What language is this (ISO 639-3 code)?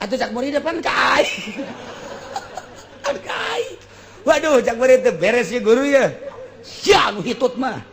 sun